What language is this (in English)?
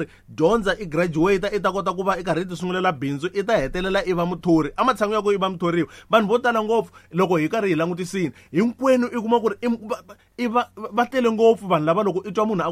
Tsonga